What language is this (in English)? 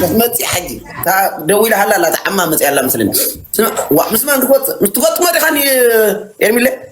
Tigrinya